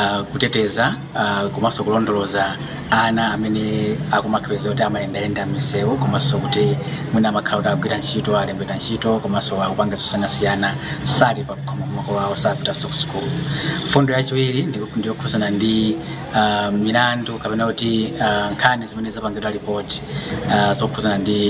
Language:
Nyanja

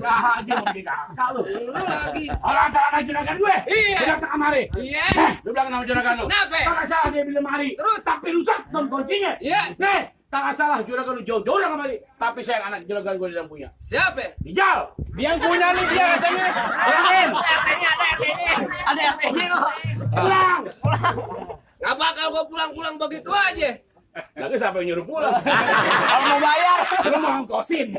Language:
Betawi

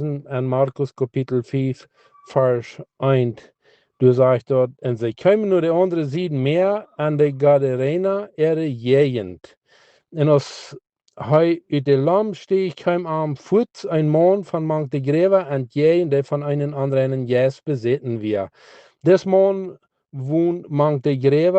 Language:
Plautdietsch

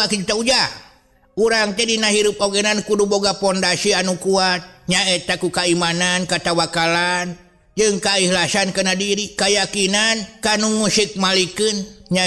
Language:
Sundanese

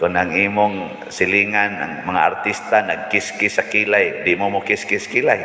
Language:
Cebuano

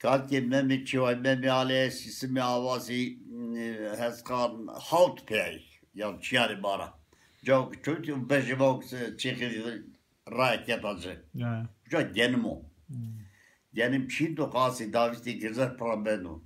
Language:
Zaza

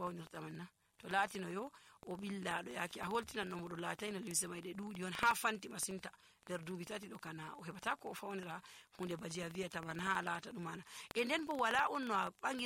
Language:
Nigerian Fulfulde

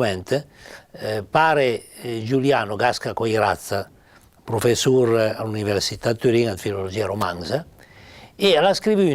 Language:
Piedmontese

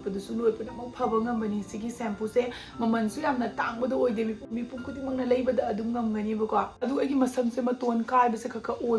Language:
Manipuri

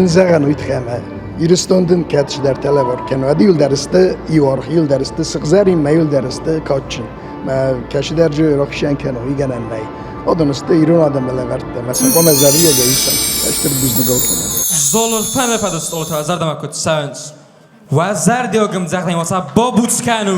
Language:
Ossetic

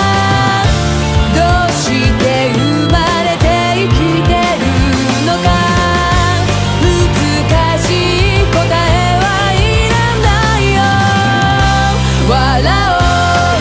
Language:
Japanese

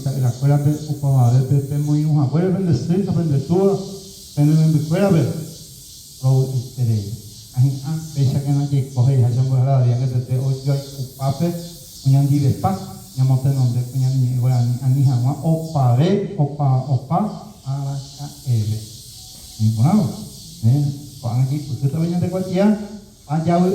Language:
Guarani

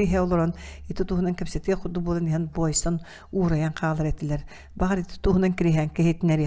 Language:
Yakut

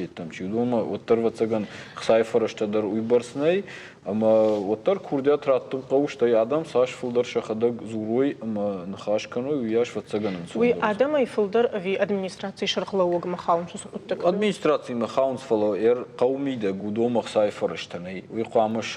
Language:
Ossetic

